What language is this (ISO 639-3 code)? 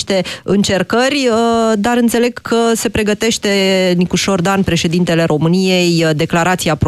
ron